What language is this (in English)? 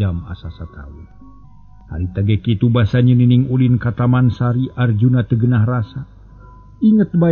Sundanese